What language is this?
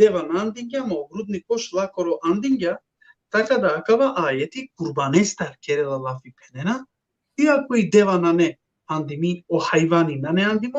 Balkan Romani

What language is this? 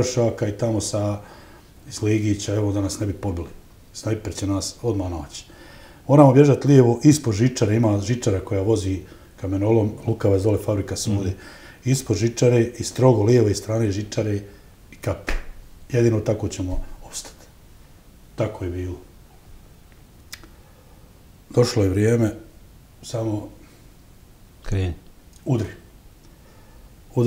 Bosnian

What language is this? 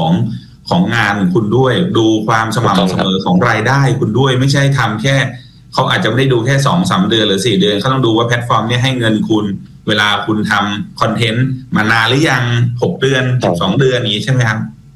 Thai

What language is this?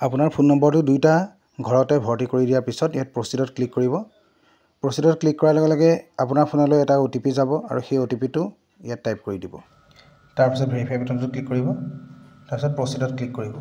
Assamese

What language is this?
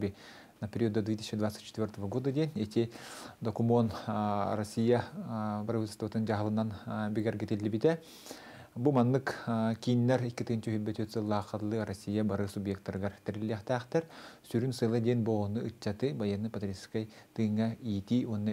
Yakut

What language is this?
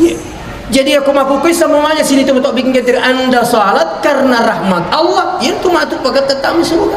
Buginese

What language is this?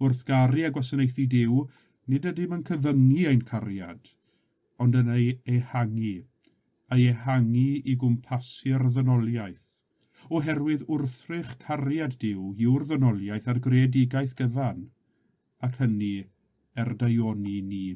Welsh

